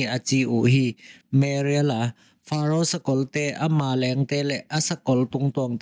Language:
Tedim Chin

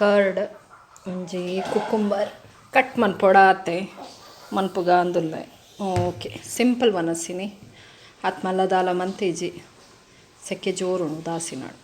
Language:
Tulu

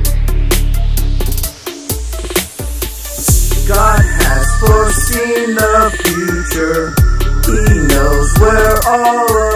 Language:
English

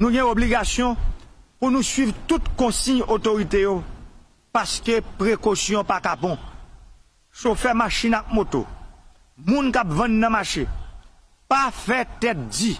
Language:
Haitian Creole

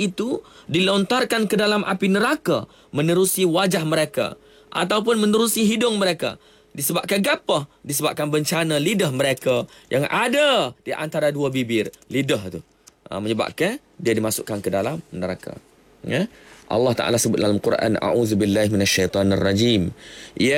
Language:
Malay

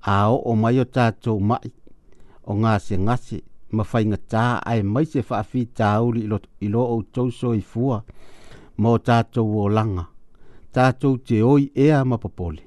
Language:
Samoan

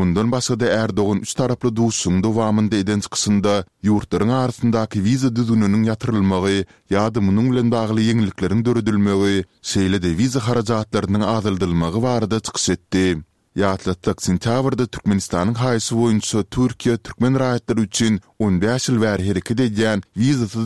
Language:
Turkmen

